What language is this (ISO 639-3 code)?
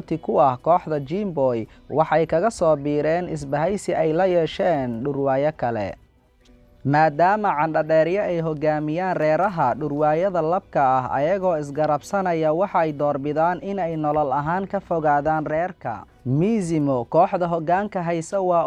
som